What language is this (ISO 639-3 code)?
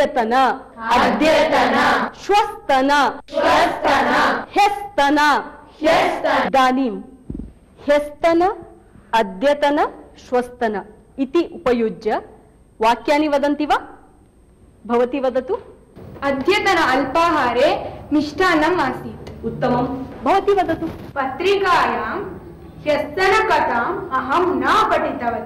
san